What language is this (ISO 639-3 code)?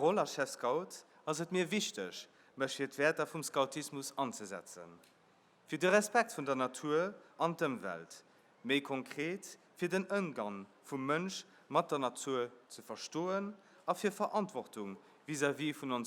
ltz